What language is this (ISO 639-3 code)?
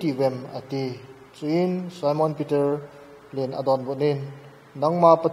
tcz